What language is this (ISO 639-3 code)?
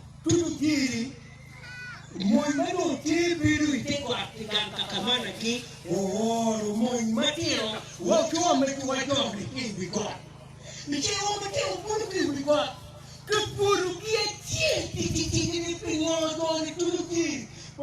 ach